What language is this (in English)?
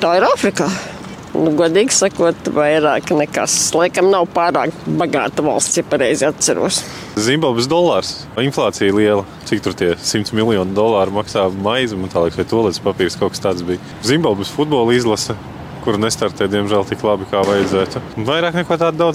Latvian